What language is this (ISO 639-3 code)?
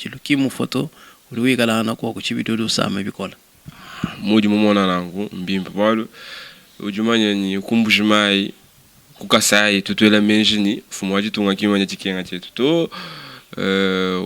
lua